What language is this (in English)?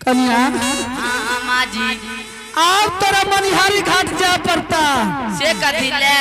Angika